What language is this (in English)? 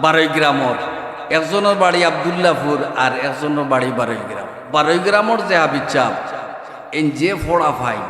Sylheti